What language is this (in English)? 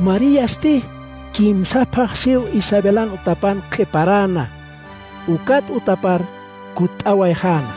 Aymara